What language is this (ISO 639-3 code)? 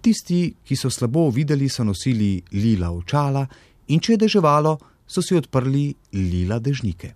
slv